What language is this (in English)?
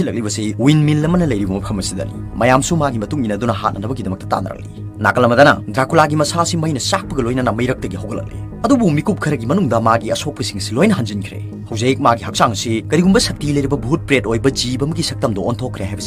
Manipuri